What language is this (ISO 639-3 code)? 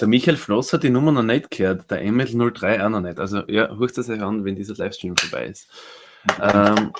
bar